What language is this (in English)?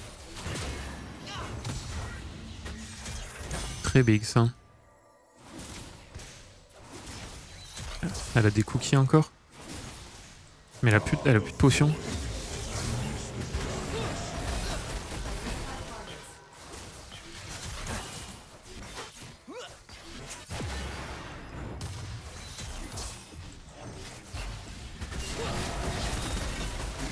French